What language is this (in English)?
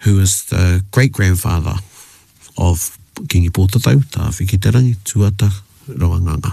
Māori